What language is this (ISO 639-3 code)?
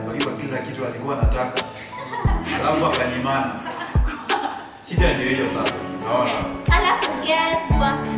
swa